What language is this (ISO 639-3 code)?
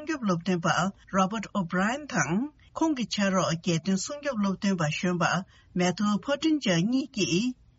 bod